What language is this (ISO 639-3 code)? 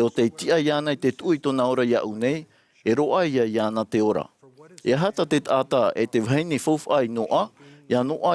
tah